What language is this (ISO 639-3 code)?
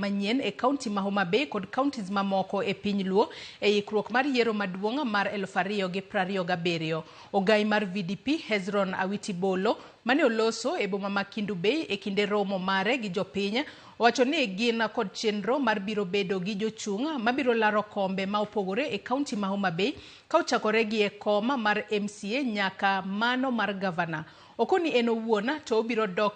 luo